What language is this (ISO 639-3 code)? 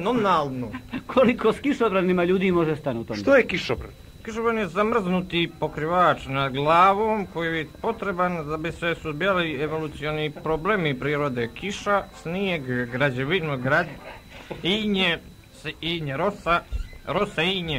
bos